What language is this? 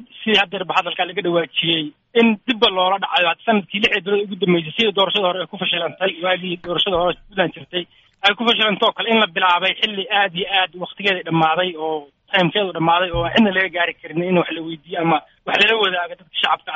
Somali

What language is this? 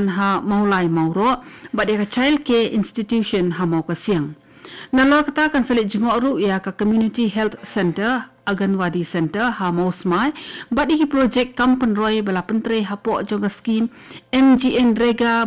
Khasi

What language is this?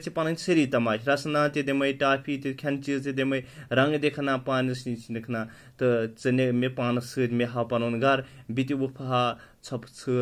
Kashmiri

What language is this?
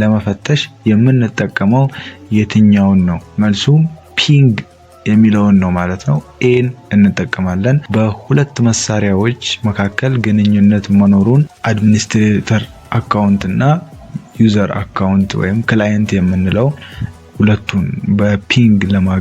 Amharic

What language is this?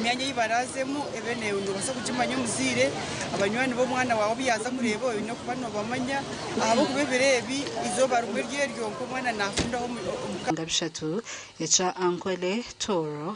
Nyankole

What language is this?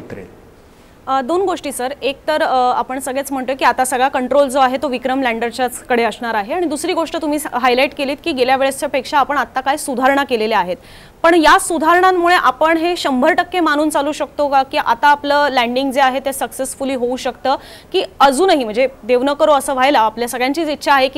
Marathi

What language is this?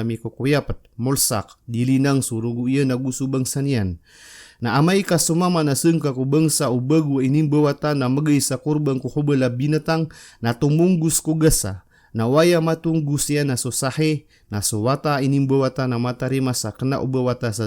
Maranao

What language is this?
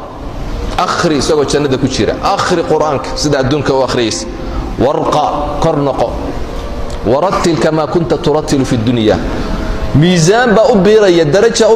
Somali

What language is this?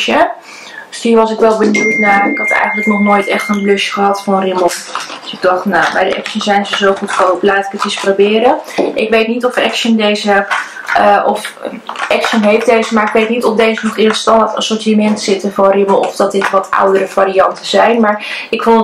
Dutch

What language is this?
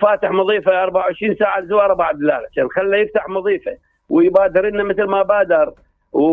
Mesopotamian Arabic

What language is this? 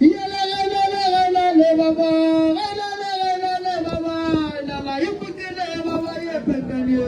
Northern Sotho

